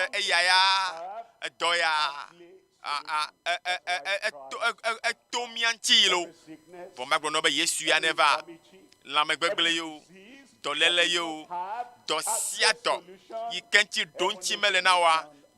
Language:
Ewe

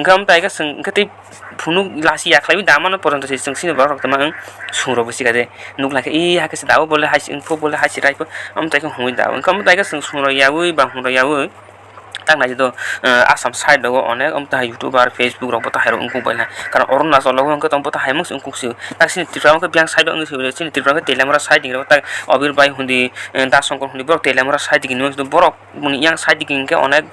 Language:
Kok Borok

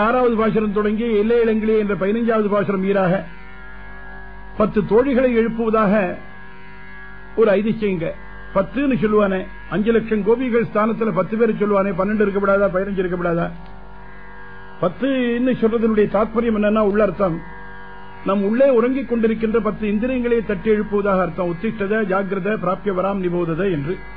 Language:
Tamil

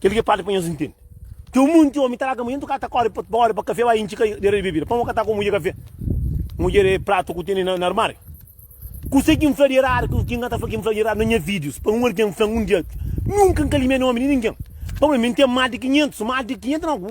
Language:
Kabuverdianu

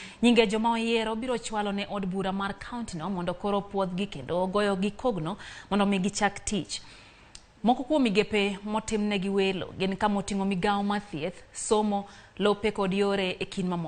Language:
Luo (Kenya and Tanzania)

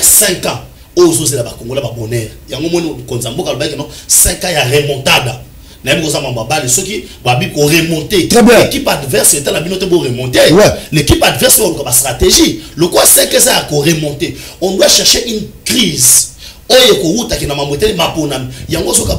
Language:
Lingala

